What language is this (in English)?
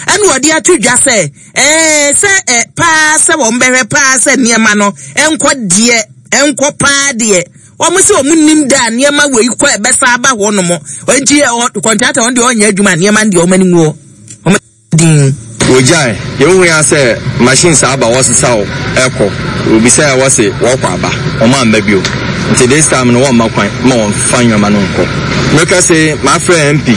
Akan